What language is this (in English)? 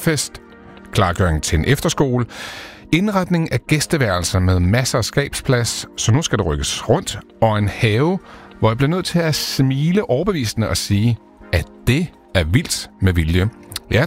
Danish